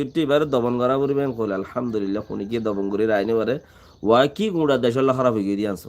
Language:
Rohingya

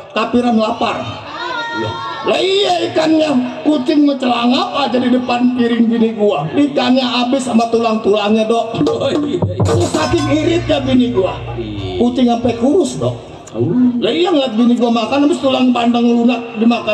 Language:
Betawi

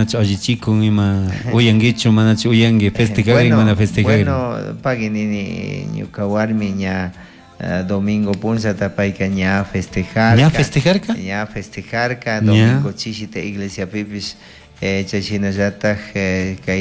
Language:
Chimborazo Highland Quichua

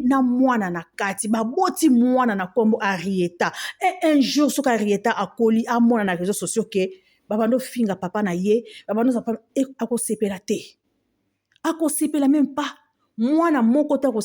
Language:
Lingala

